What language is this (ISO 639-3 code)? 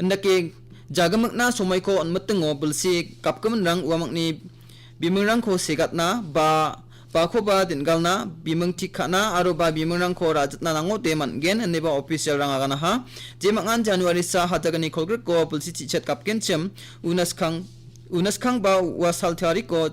grt